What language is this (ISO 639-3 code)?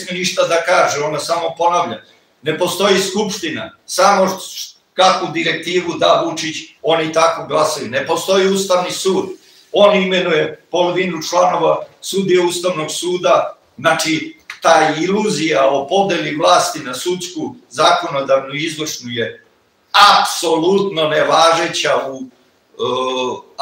srp